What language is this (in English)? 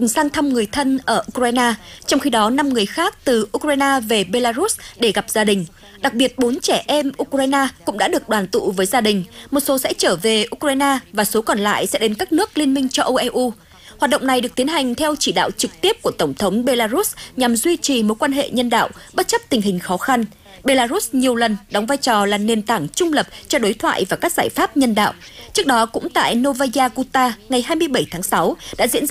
Vietnamese